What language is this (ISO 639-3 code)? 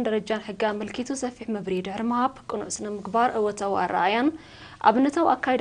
tir